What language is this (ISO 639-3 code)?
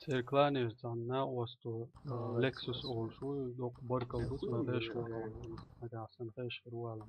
che